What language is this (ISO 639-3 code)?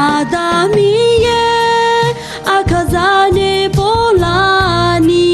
ahk